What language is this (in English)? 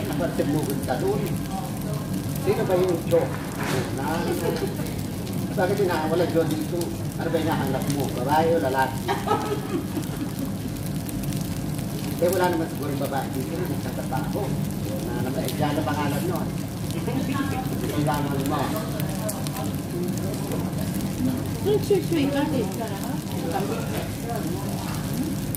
Filipino